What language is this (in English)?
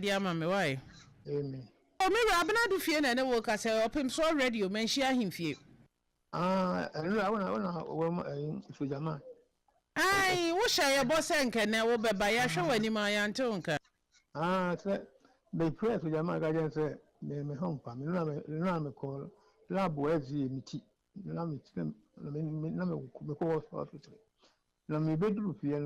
Akan